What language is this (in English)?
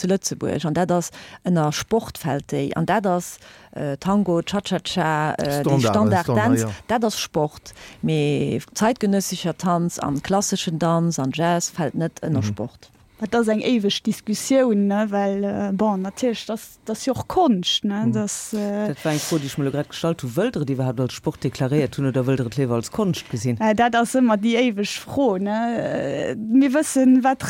Luxembourgish